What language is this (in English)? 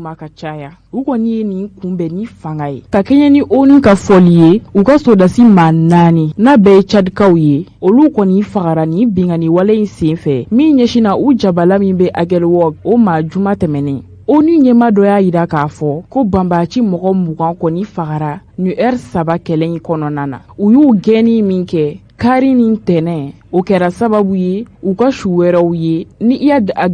Bambara